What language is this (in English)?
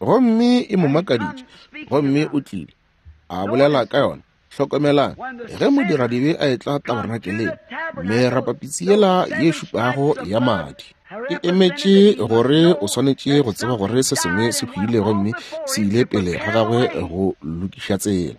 Northern Sotho